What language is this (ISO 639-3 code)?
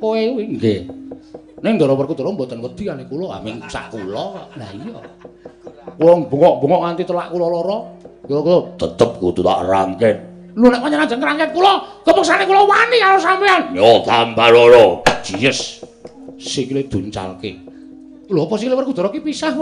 jav